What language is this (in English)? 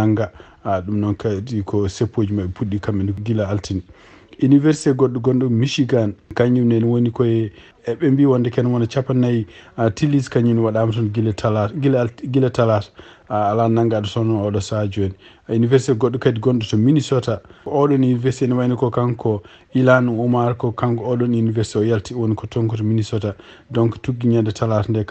Fula